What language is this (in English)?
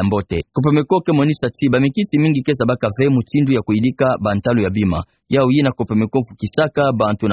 Kituba (Democratic Republic of Congo)